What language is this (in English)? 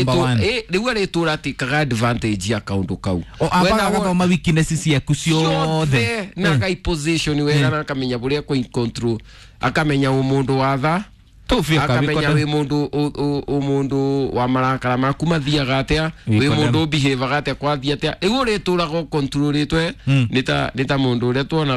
Kikuyu